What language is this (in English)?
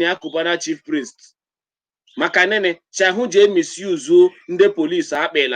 Igbo